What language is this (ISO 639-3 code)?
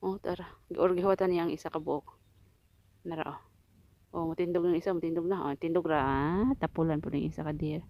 ceb